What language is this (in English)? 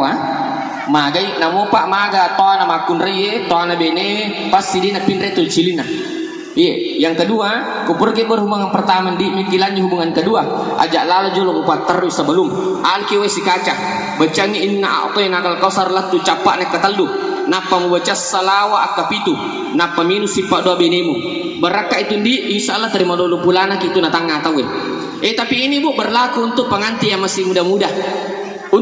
Buginese